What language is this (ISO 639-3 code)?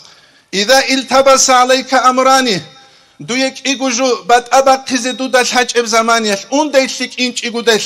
ava